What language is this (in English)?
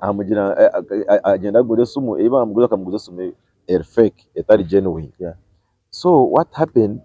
Nyankole